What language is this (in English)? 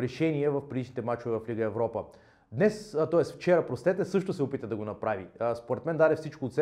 Bulgarian